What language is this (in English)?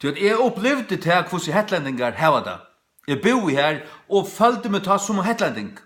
Faroese